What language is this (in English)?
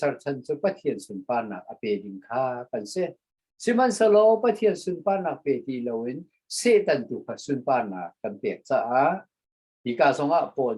Hakha Chin